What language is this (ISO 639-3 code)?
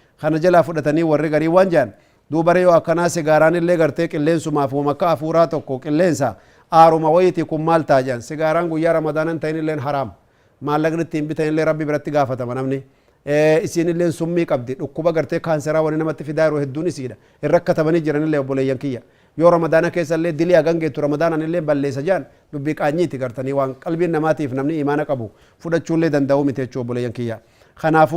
orm